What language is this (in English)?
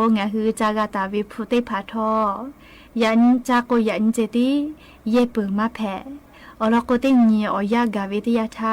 Lahu